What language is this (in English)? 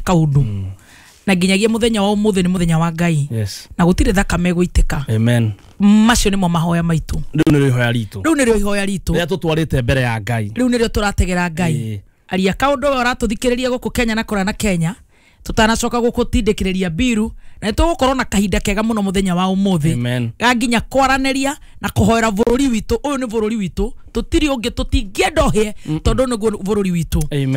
Kikuyu